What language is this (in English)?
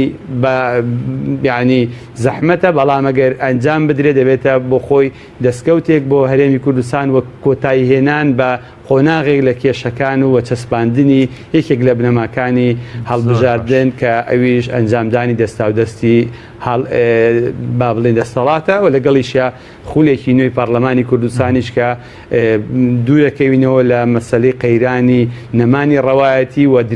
Central Kurdish